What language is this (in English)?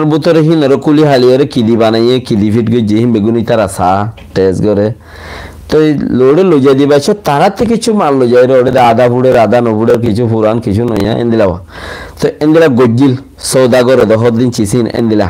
Rohingya